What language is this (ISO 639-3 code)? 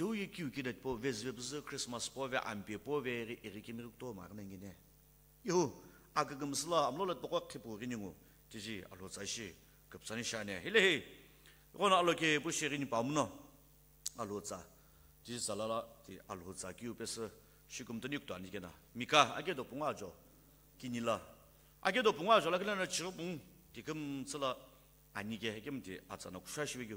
nsm